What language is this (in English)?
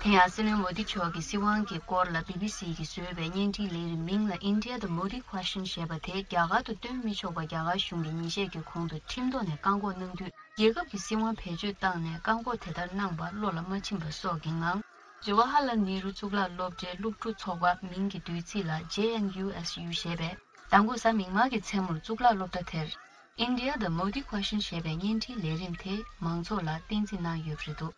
Tibetan